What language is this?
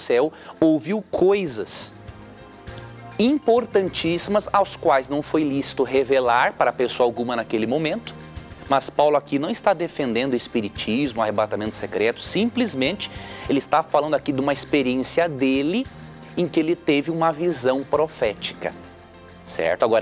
Portuguese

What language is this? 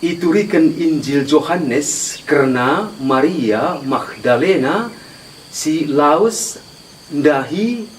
Batak Karo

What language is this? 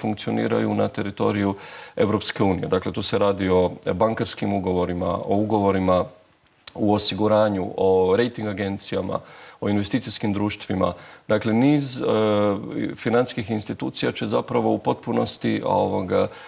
Croatian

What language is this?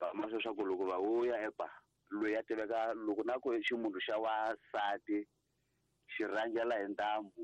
Tsonga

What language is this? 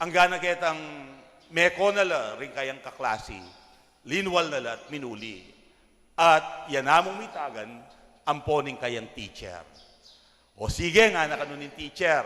Pampanga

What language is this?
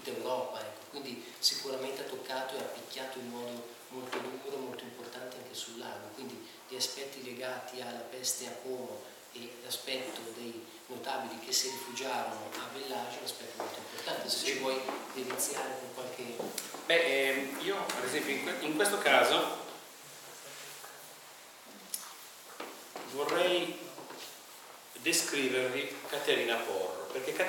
Italian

